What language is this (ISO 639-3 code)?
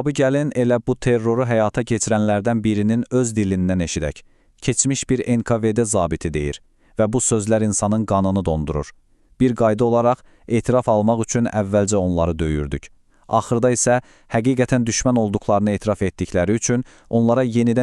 aze